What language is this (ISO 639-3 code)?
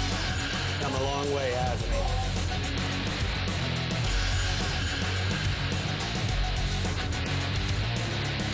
eng